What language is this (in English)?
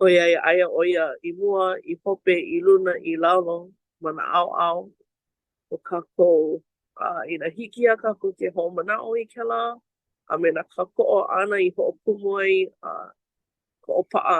Hawaiian